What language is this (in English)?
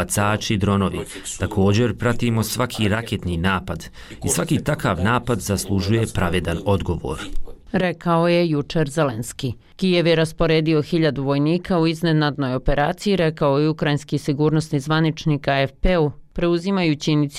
Bosnian